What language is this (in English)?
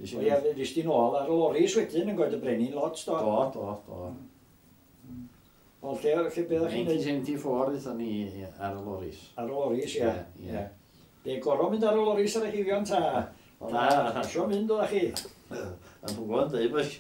Welsh